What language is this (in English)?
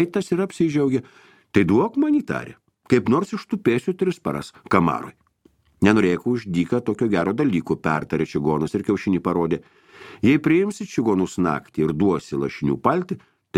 Lithuanian